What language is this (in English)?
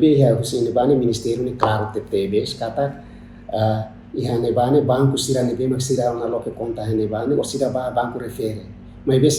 Tetum